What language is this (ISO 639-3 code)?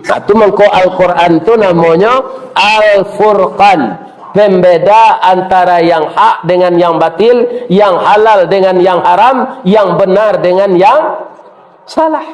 min